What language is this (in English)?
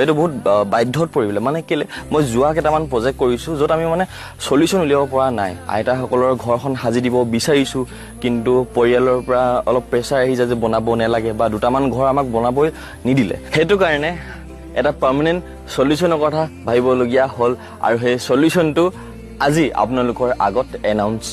Assamese